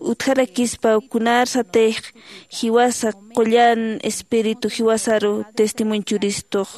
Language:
Aymara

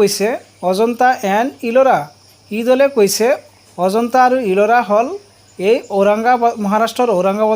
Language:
Assamese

